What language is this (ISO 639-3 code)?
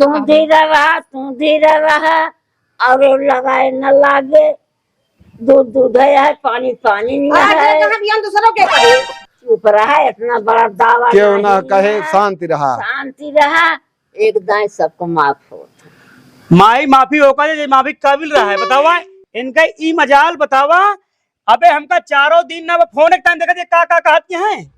awa